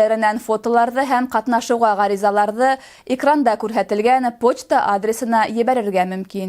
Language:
Bashkir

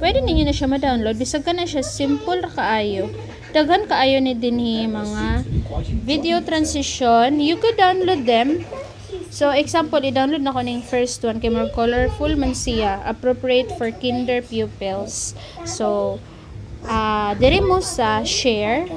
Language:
Cebuano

